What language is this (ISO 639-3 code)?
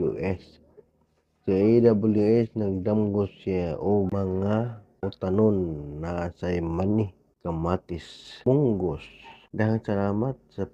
ceb